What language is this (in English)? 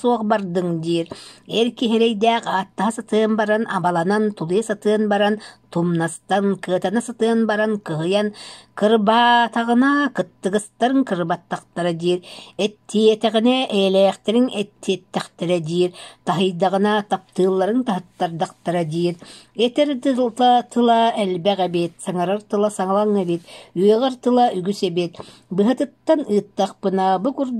Yakut